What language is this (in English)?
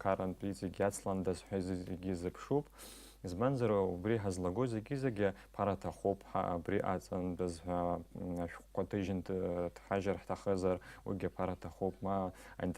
Abkhazian